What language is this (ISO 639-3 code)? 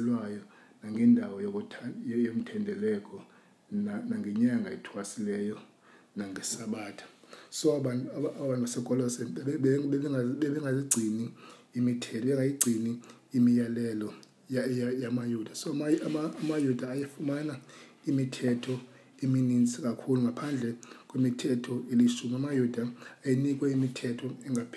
xho